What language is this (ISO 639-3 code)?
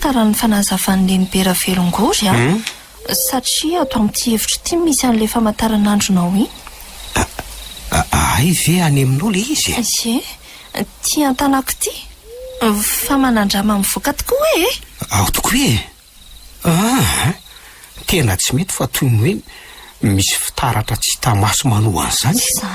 mlg